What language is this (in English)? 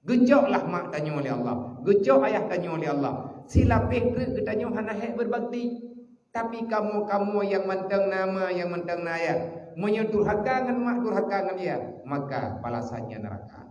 Achinese